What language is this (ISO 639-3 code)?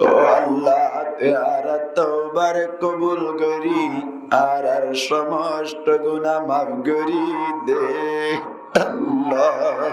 rhg